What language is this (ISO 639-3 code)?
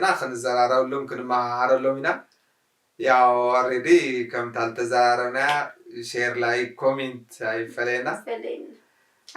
tir